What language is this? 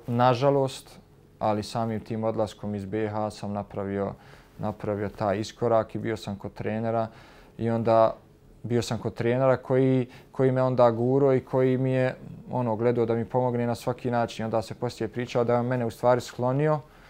Bosnian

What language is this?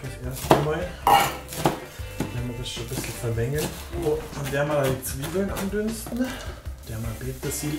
Bavarian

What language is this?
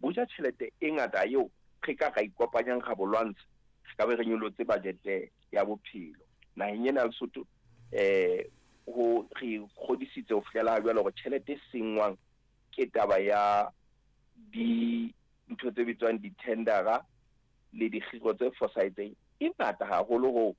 Southern Sotho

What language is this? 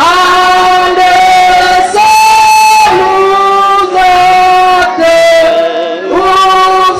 Nias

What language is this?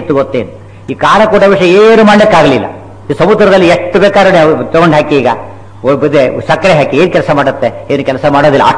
Kannada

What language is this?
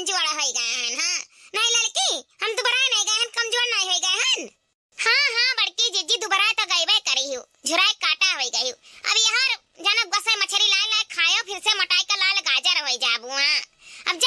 Awadhi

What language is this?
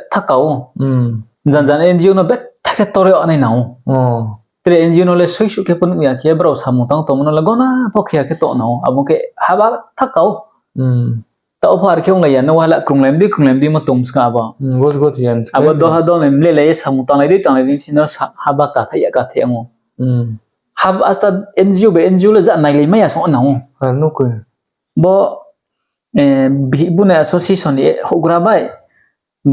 Riang (India)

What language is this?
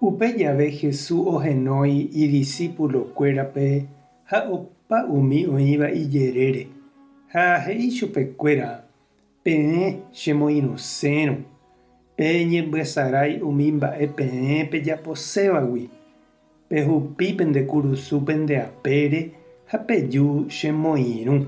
Guarani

